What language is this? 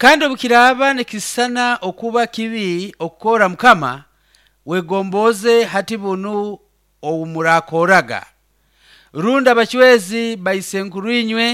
Nyoro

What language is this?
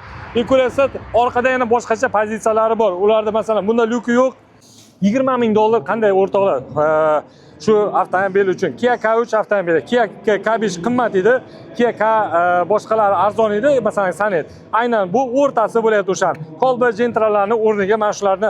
Uzbek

